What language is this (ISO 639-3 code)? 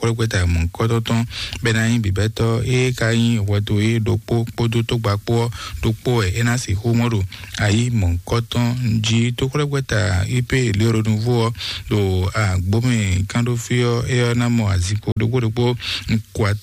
fon